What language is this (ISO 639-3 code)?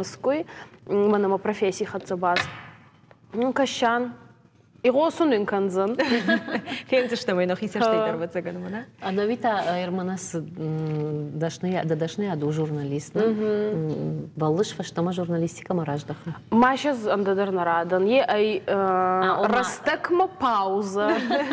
oss